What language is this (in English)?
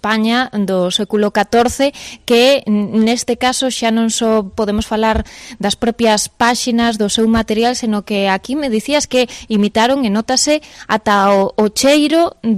Galician